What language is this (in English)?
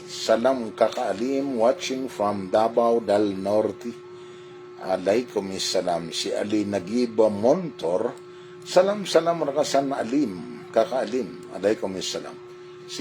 Maranao